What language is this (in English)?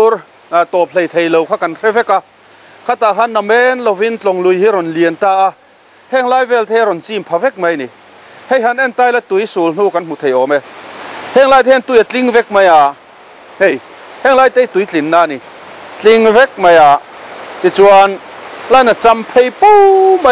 Mizo